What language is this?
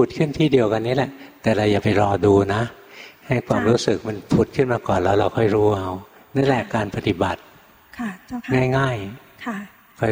Thai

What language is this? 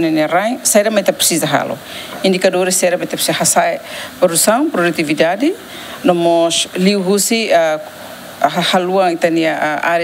Tetum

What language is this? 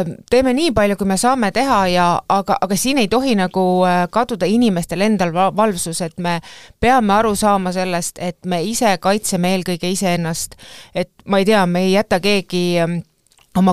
Estonian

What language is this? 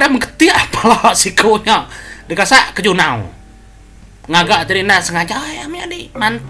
Iban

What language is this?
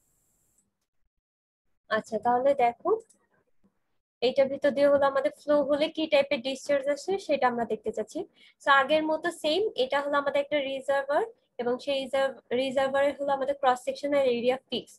Bangla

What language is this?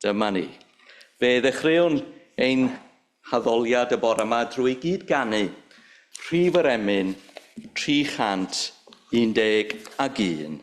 Welsh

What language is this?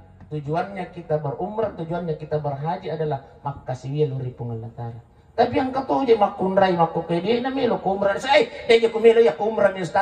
Buginese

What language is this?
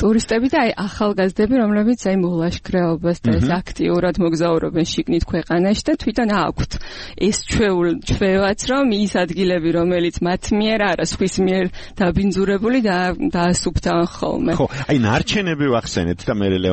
Georgian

